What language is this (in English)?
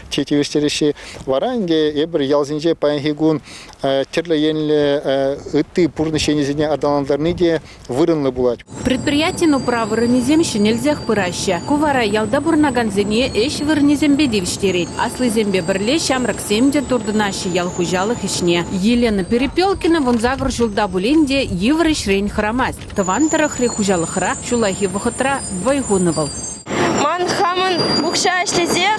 Chuvash